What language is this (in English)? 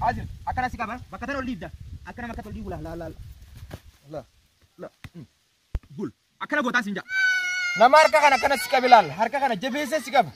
Oromo